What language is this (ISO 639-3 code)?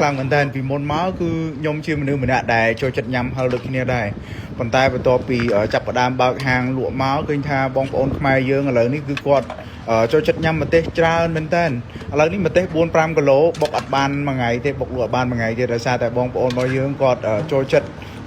khm